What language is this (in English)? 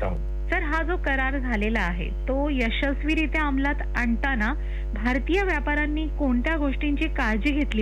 Marathi